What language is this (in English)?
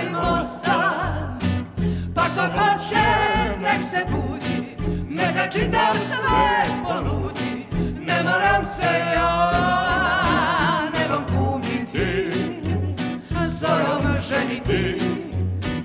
Serbian